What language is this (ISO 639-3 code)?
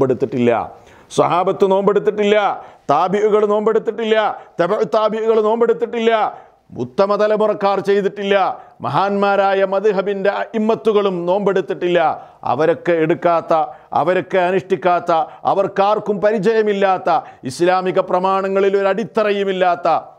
mal